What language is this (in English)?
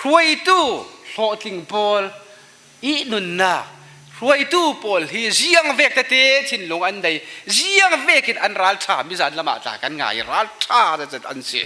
Falam Chin